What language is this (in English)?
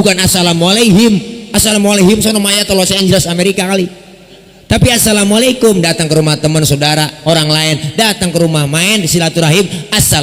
Betawi